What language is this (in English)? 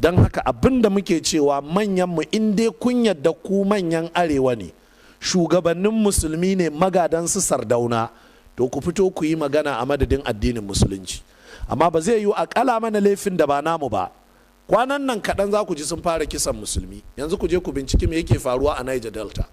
Hausa